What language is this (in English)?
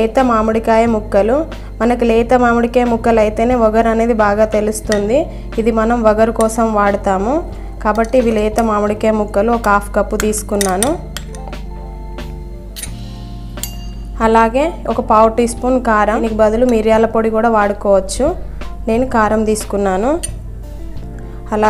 Telugu